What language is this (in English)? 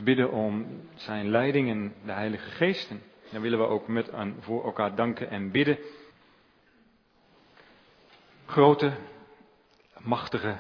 Dutch